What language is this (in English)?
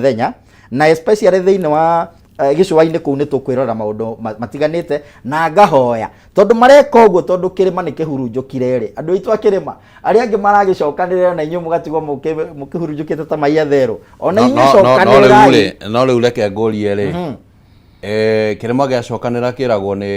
Kikuyu